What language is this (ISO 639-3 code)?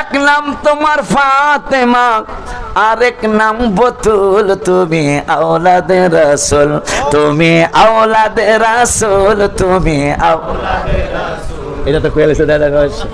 syl